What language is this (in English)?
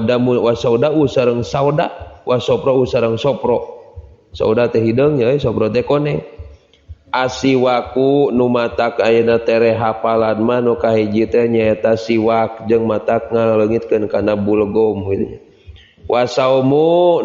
Sundanese